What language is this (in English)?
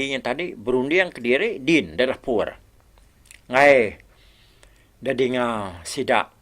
Iban